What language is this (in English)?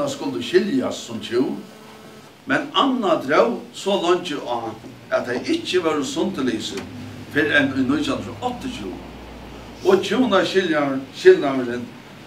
Faroese